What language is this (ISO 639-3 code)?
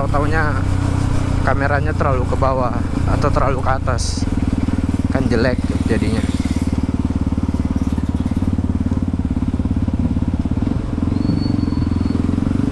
ind